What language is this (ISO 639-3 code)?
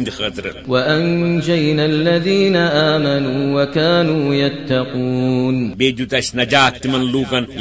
kas